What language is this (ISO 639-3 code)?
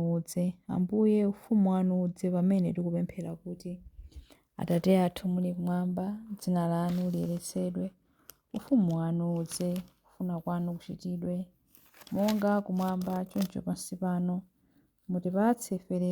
nya